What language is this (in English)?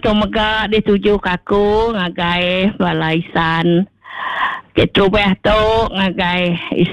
Iban